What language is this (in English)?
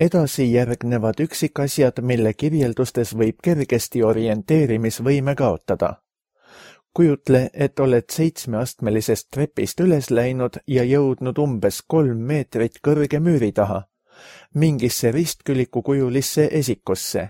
Estonian